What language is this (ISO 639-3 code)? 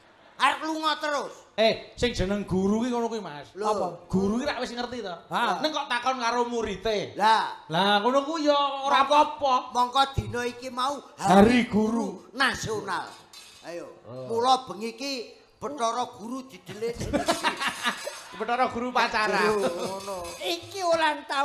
jav